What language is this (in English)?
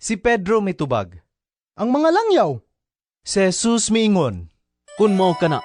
Cebuano